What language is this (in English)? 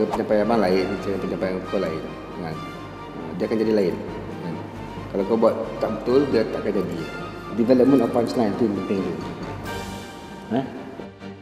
Malay